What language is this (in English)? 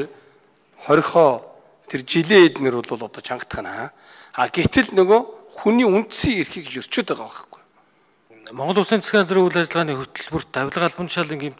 Mongolian